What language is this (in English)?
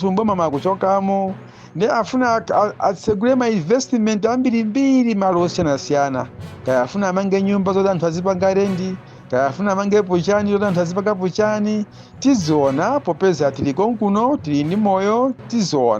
Nyanja